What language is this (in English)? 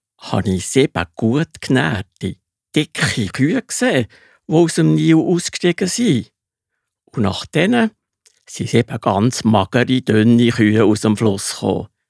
Swiss German